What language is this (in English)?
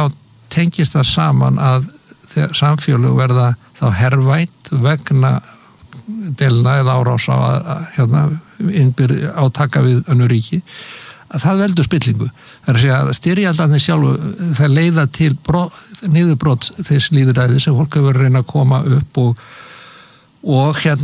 Icelandic